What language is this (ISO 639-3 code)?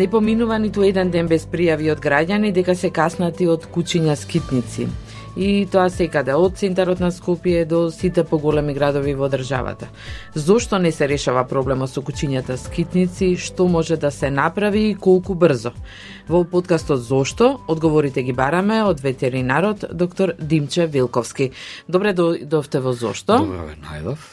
mkd